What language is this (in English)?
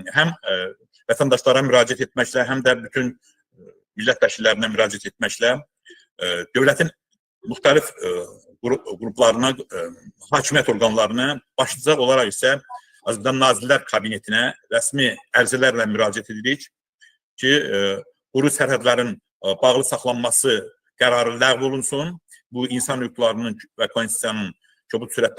Azerbaijani